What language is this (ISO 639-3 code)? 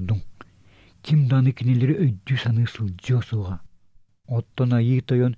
sah